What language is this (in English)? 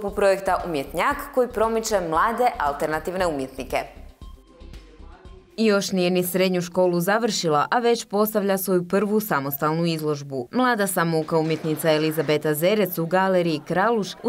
Croatian